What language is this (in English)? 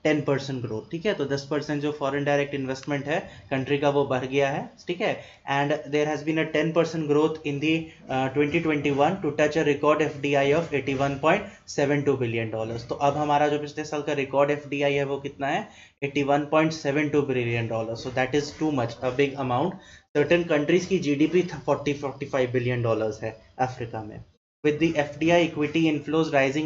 Hindi